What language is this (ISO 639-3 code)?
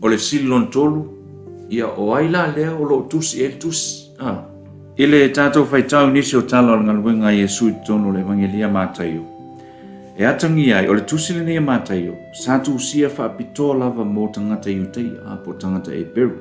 smo